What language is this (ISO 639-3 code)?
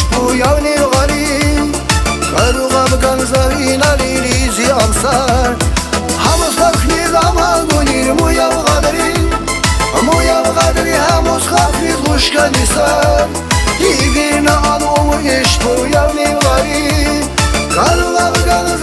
tab